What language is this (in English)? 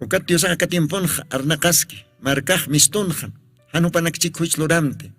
Aymara